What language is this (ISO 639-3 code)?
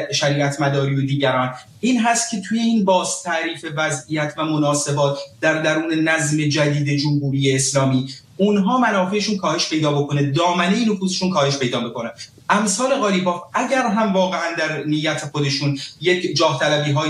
fas